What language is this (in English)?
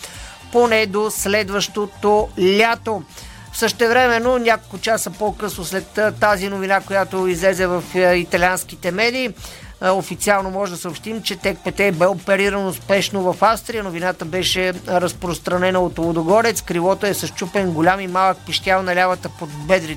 Bulgarian